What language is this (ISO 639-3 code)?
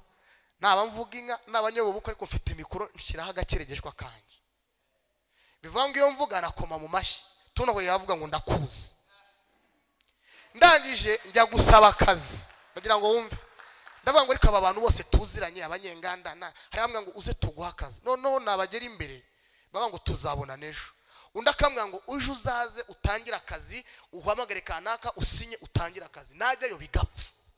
kin